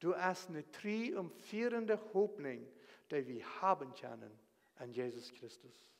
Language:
Plautdietsch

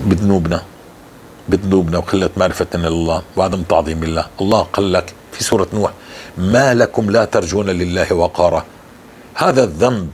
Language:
North Levantine Arabic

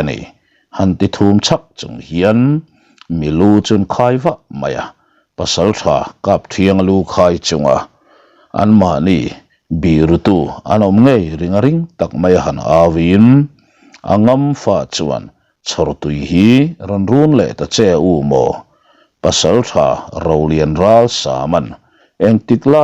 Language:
Mizo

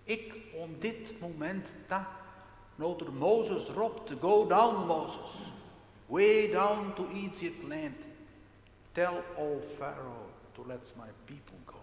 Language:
Western Frisian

